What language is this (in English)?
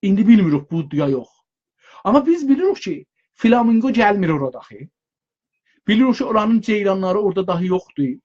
South Azerbaijani